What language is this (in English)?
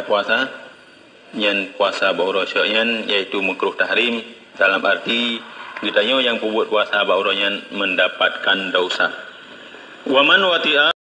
Achinese